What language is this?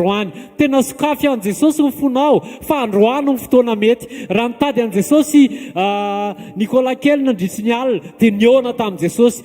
Malagasy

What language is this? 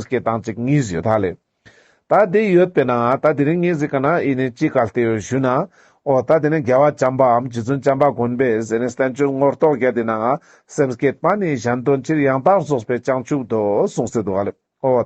Ladakhi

